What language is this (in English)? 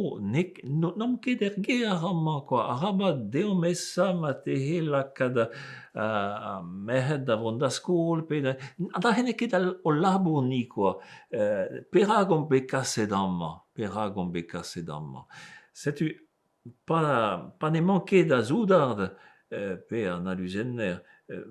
Breton